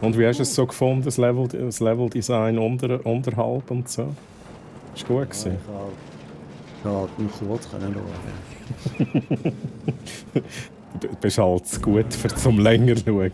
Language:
Swiss German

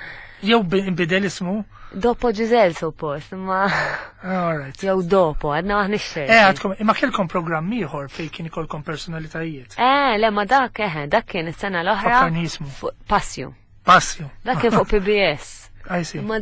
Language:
Maltese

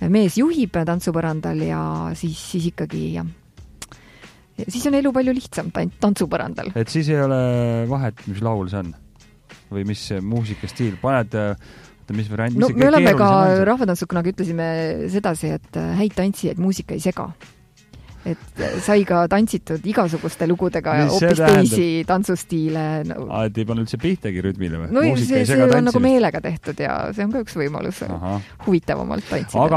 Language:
Estonian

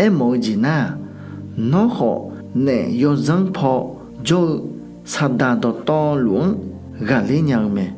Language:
Akha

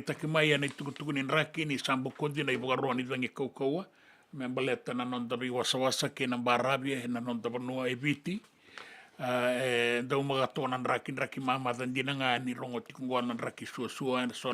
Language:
Fijian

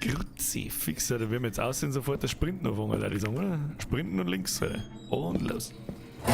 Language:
Bavarian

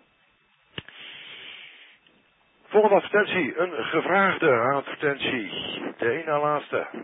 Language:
Dutch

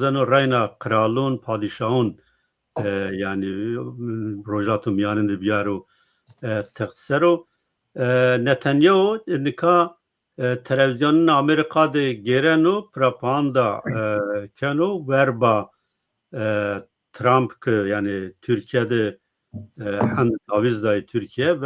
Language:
Zaza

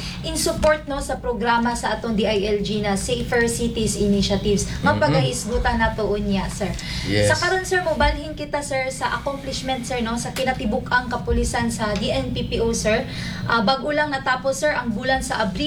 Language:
Cebuano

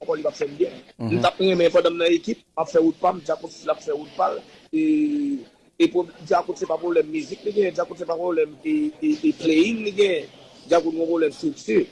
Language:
Haitian Creole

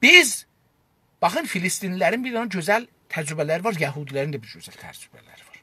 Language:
South Azerbaijani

